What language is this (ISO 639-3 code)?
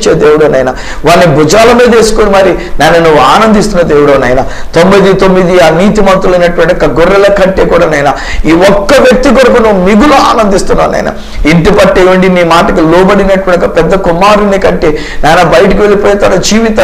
tel